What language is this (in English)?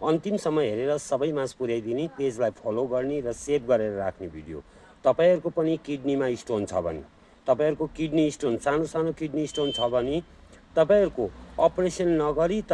Nepali